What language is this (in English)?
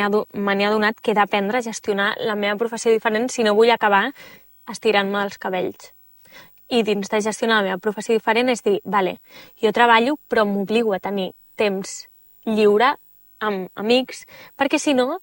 Catalan